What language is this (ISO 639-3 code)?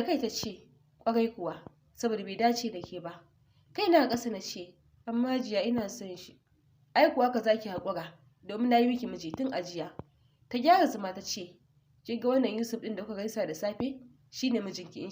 hau